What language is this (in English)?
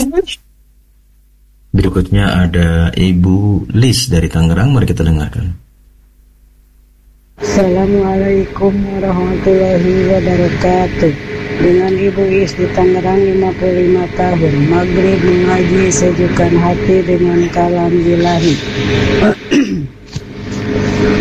Indonesian